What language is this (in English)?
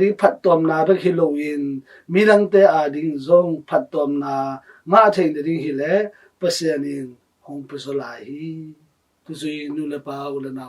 Tedim Chin